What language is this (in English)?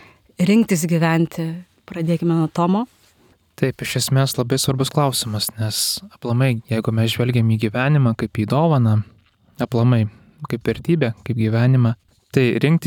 Lithuanian